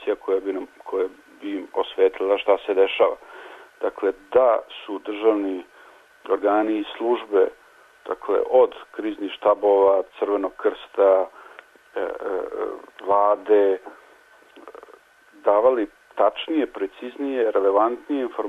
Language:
Serbian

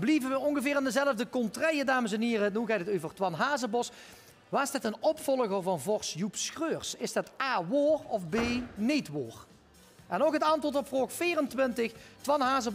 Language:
Limburgish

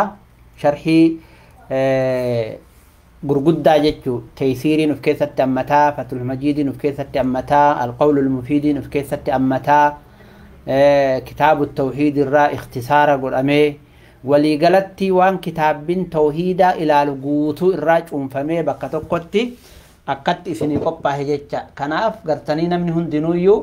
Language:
Oromo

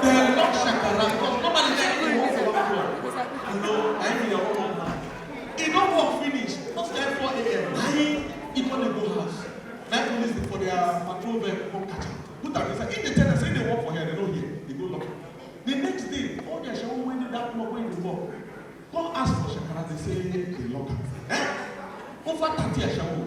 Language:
Nigerian Pidgin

